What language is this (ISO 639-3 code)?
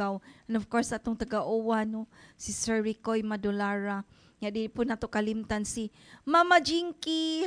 ceb